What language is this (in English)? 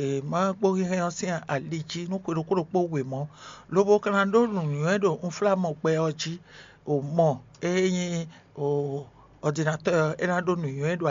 Fon